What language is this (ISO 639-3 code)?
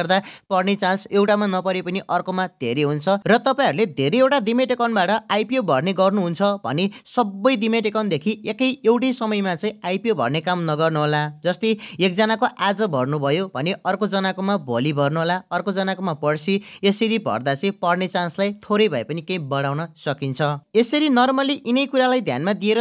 nep